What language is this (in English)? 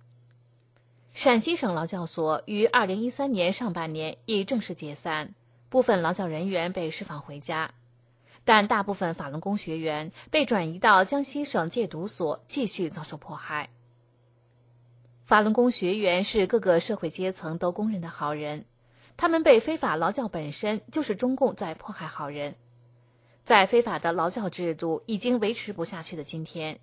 Chinese